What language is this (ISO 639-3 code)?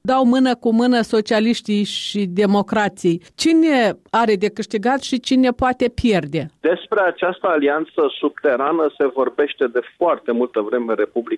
ron